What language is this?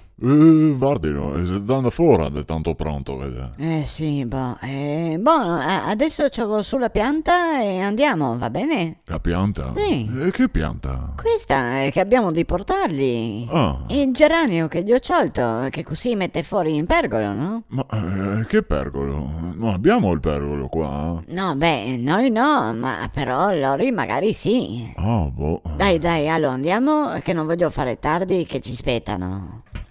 Venetian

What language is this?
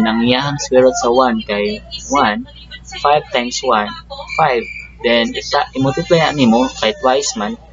Cebuano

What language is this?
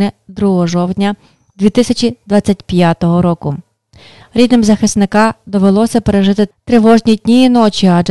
Ukrainian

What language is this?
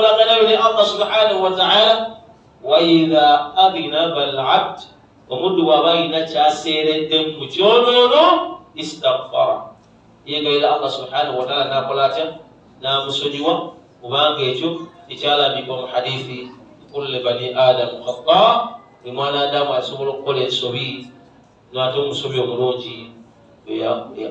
Ganda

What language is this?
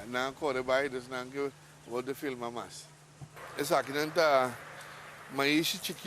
Papiamento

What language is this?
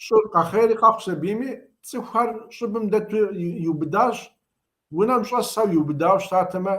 Kabardian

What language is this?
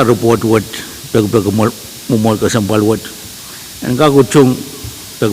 Pohnpeian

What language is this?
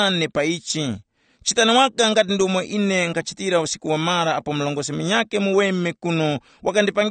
Tumbuka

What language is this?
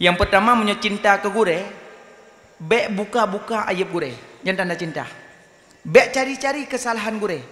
Achinese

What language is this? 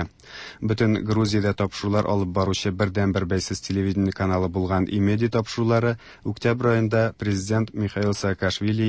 Tatar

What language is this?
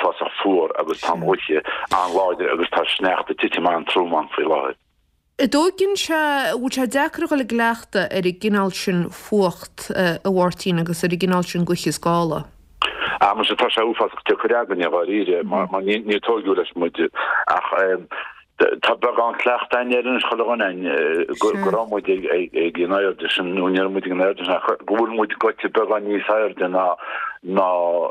Irish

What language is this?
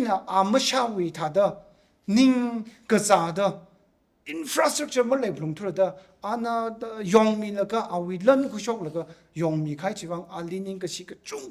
Tangkhul Naga (India)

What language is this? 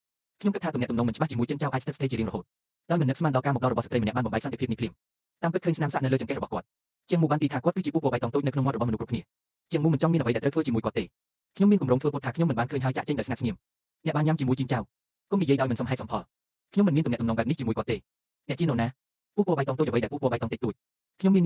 Khmer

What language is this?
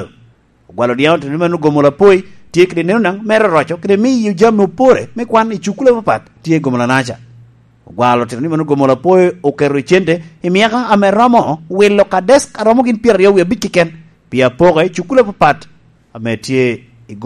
Lango (Uganda)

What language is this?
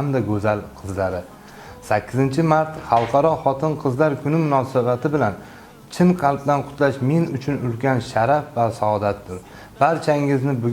Uzbek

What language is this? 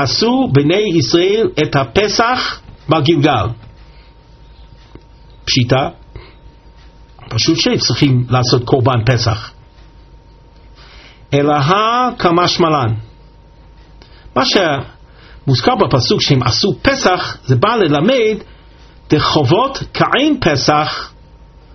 Hebrew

